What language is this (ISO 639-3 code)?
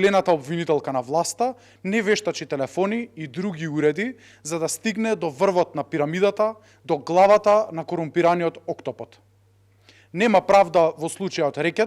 mkd